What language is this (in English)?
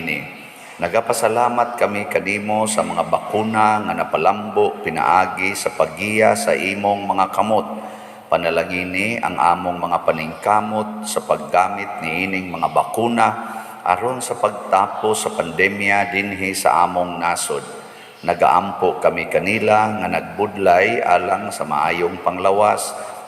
Cebuano